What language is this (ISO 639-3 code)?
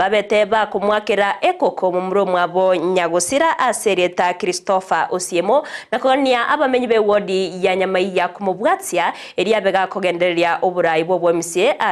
guz